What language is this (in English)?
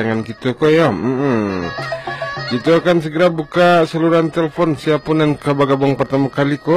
Minangkabau